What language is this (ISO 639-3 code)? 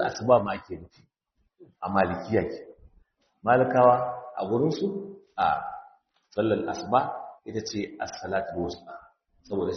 hau